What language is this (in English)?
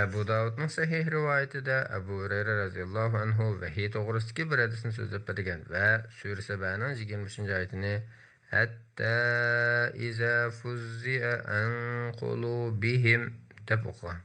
Uyghur